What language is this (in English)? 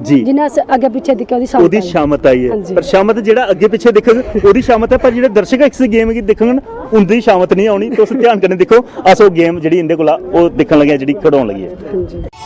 Dogri